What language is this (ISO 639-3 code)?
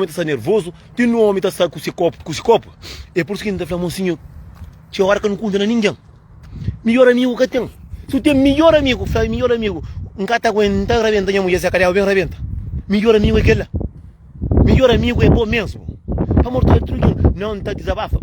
kea